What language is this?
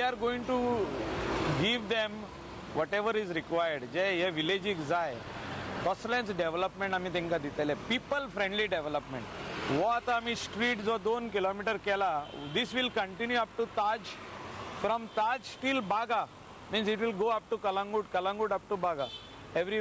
Konkani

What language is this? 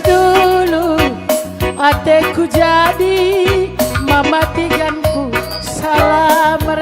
Batak Karo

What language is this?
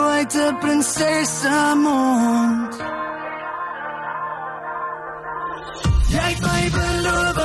Afrikaans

